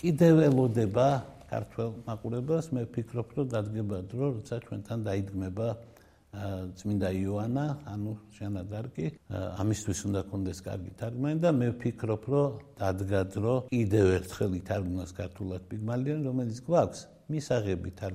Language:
Georgian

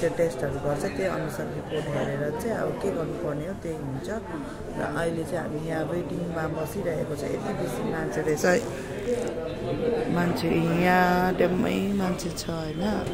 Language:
Nepali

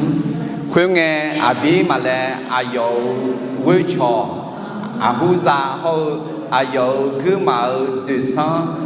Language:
Akha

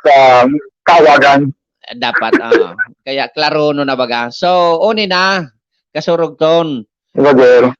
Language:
Bikol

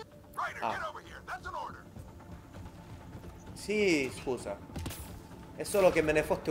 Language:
Italian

